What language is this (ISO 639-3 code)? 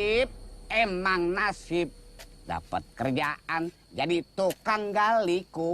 bew